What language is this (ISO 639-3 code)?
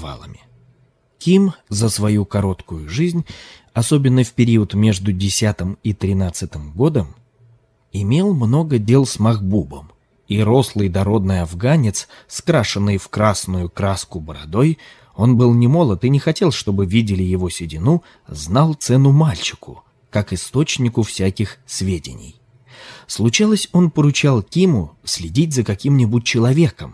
rus